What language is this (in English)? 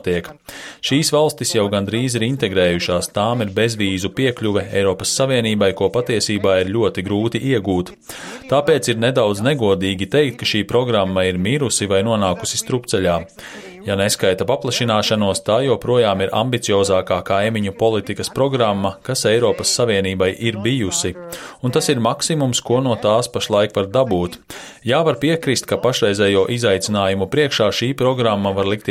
Latvian